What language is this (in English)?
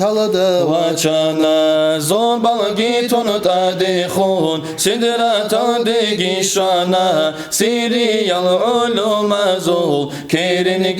Avaric